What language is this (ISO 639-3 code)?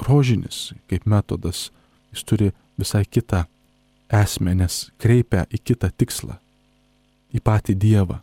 lit